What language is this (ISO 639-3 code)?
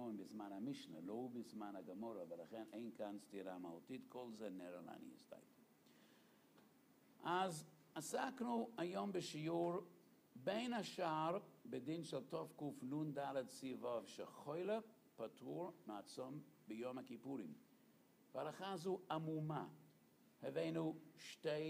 heb